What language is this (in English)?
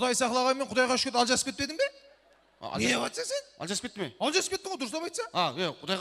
Kara-Kalpak